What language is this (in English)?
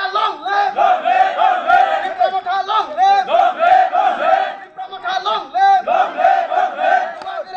Kok Borok